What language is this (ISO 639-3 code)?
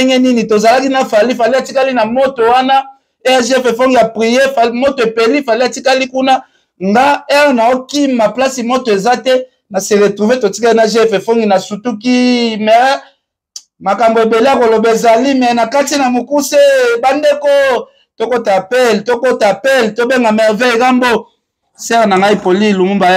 lin